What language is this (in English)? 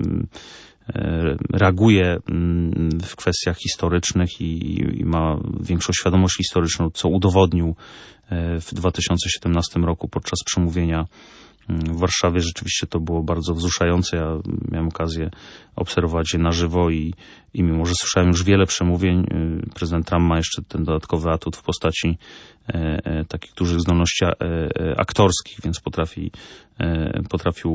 Polish